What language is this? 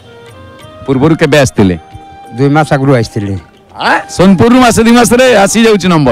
Odia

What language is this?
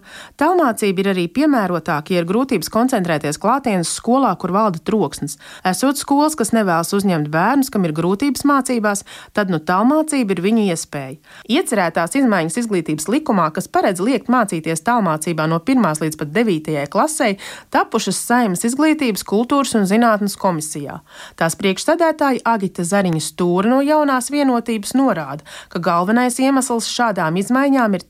Latvian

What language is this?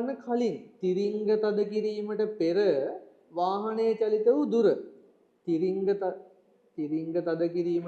Sinhala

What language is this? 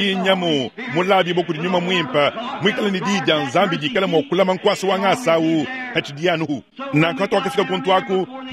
Luba-Lulua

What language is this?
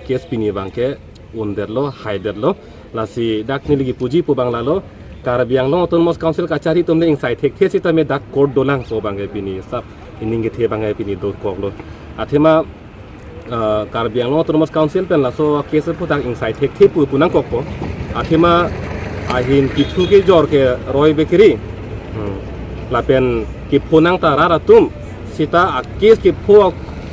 Karbi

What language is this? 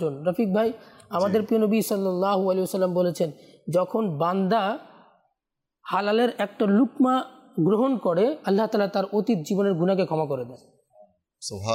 Bangla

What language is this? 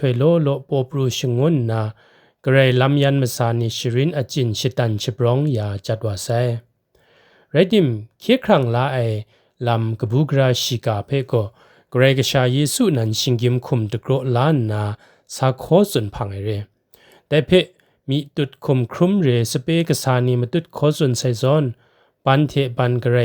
Kachin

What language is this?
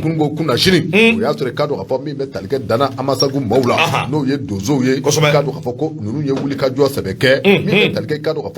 Bambara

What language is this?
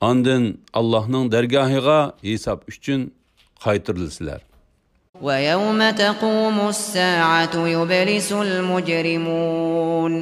Uyghur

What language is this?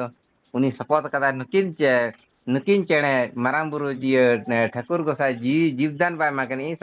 Santali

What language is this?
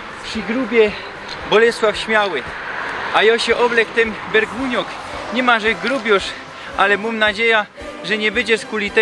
Silesian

